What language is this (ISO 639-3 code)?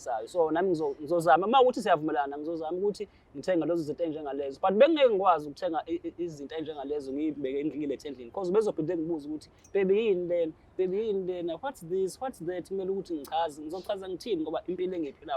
zul